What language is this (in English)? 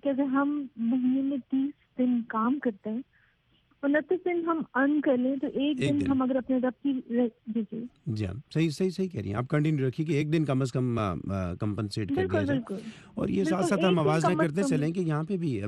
Urdu